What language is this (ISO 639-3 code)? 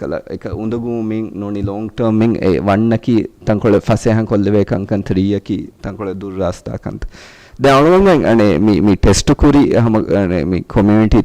div